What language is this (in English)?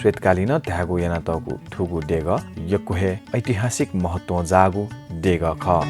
Newari